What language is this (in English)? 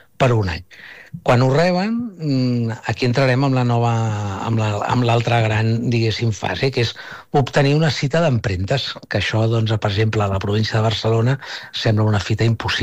Catalan